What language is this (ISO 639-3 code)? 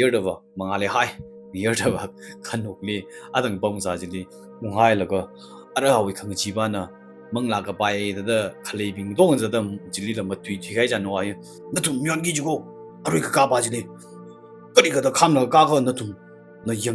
nmf